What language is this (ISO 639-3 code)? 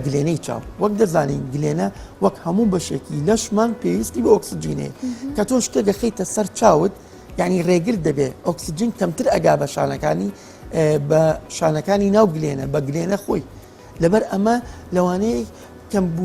ckb